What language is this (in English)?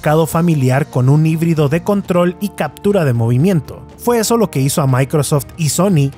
Spanish